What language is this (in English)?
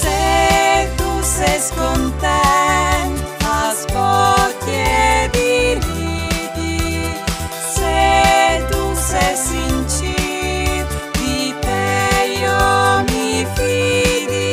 Friulian